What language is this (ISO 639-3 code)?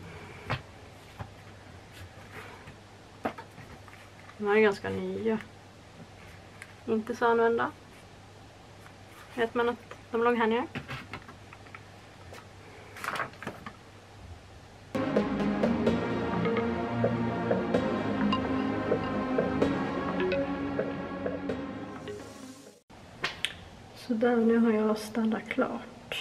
swe